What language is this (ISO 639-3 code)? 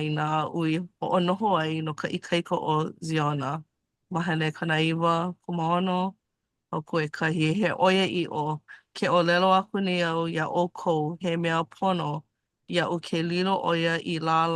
haw